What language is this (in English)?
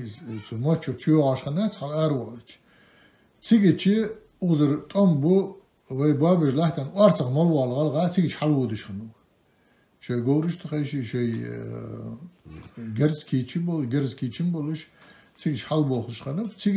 Ingush